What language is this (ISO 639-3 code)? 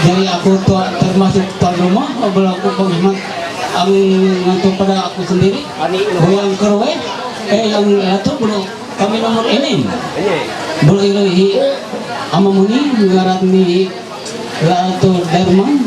mhy